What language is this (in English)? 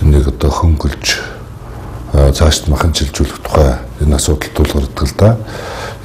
Mongolian